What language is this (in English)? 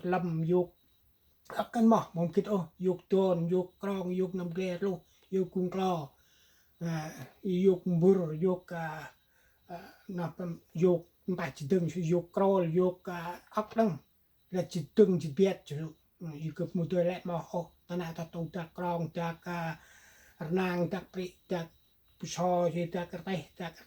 Central Mnong